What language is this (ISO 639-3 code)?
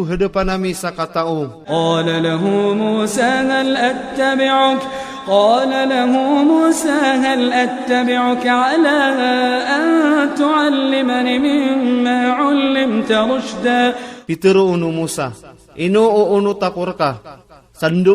ilp